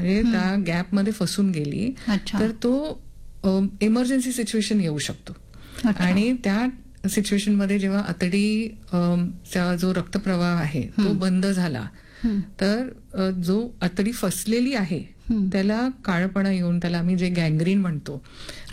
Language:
Marathi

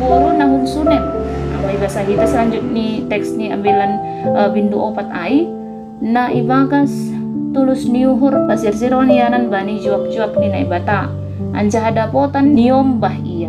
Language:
Batak Simalungun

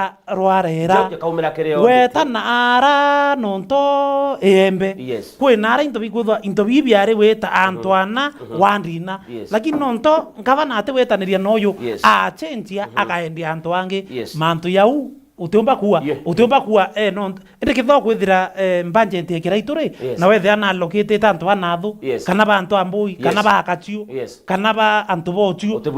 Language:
Meru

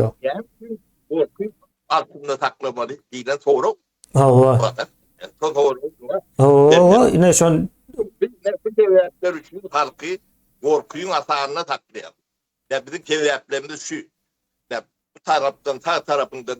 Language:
Turkmen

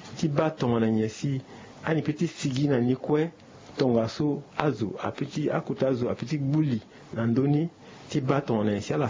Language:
Sango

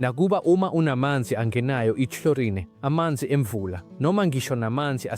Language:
Zulu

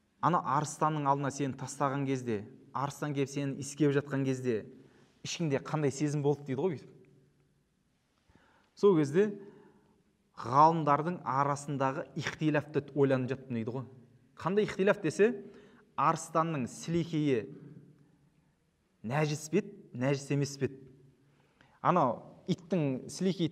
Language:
Kazakh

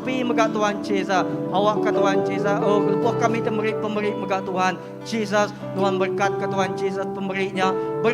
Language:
Iban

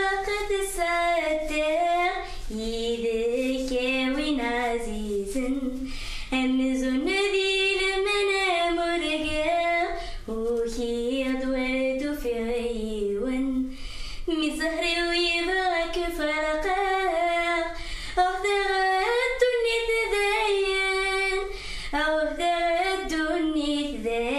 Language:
Kabyle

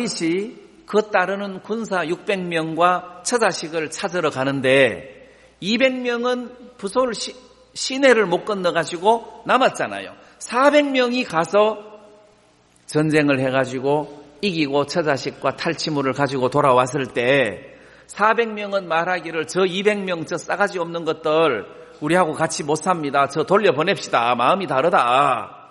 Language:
Korean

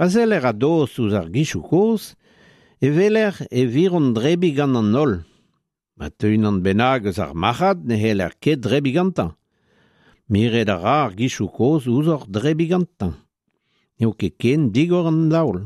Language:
Breton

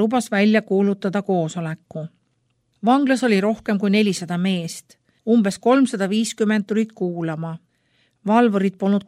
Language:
Estonian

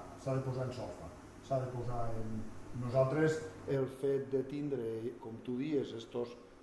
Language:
Catalan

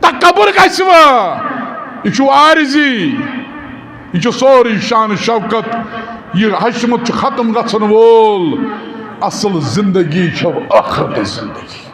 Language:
Kashmiri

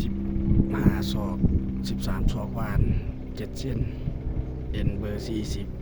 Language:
Lao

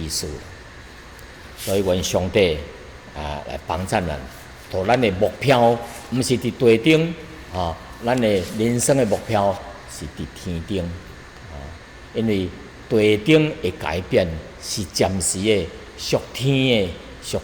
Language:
Min Nan Chinese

